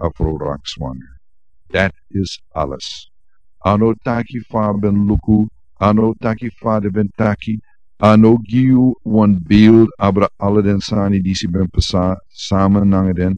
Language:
Sranan Tongo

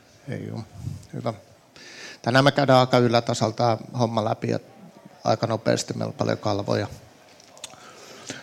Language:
Finnish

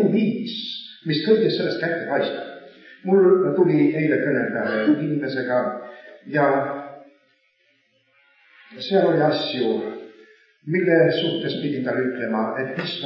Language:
Estonian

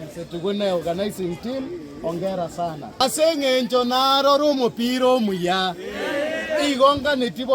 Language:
Gusii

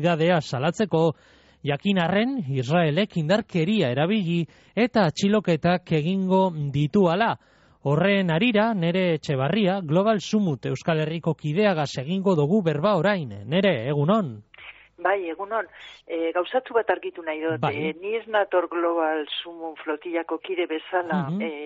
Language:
Basque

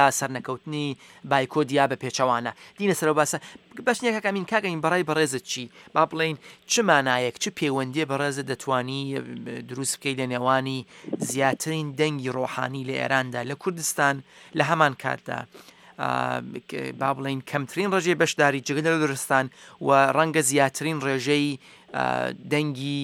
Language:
Central Kurdish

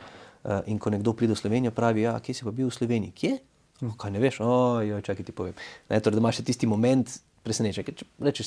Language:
Slovenian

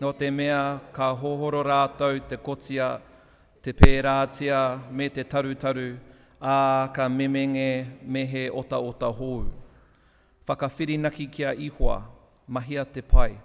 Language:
Māori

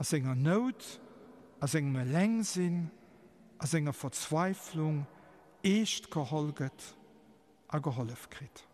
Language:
Luxembourgish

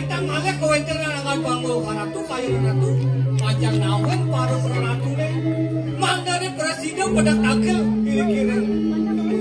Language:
Balinese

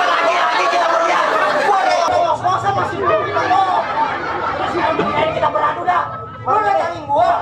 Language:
Betawi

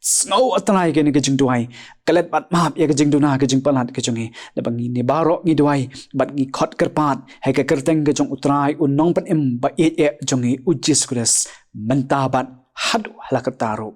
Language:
Khasi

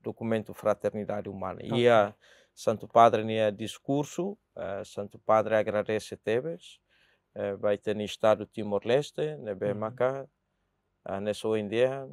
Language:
Tetum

